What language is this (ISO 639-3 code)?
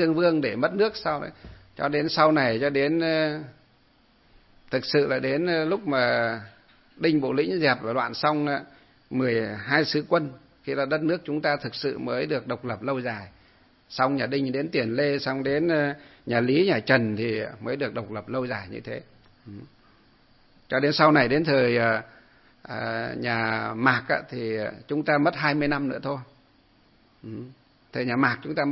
vie